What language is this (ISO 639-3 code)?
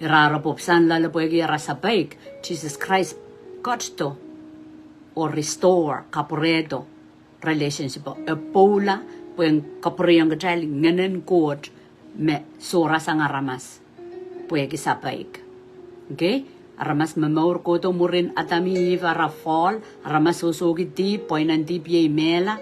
pon